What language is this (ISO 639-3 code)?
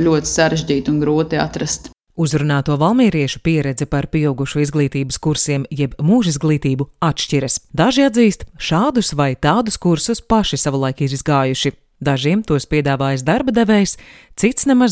lav